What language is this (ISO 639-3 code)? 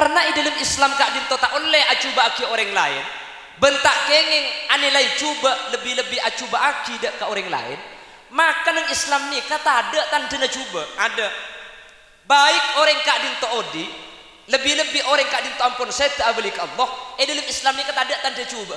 mad